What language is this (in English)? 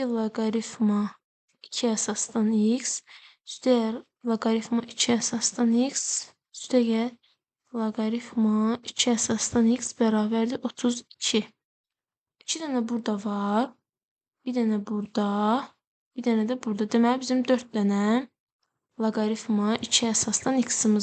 Azerbaijani